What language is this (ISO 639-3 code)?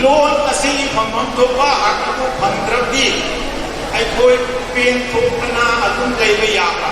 mni